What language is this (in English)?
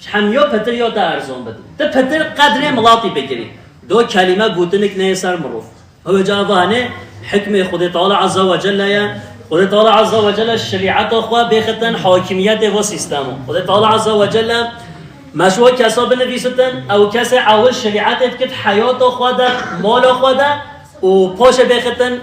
Kurdish